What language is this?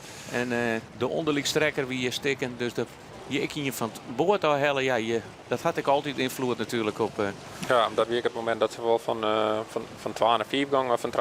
Western Frisian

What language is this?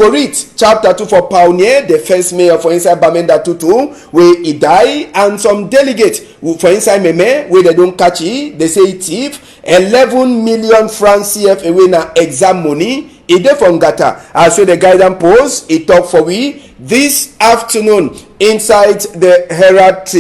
Cameroon Pidgin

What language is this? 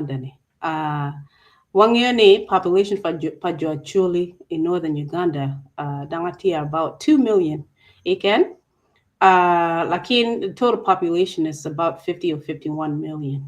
Acoli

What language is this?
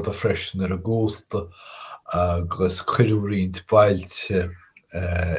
Irish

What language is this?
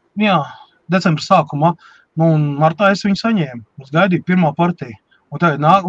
Latvian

